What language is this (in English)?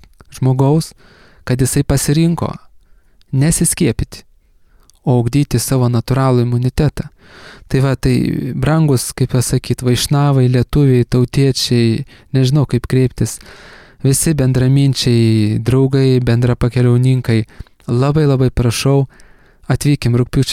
Lithuanian